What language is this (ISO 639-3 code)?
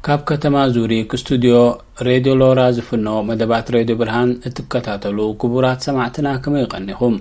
tir